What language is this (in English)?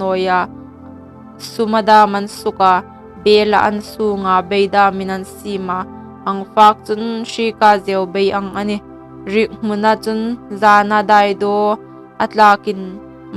Hmar